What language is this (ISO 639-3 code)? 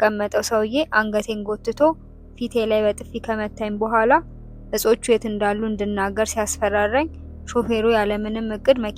amh